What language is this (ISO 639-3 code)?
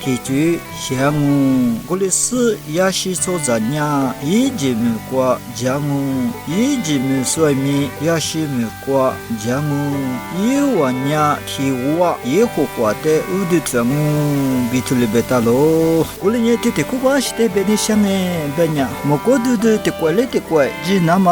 lis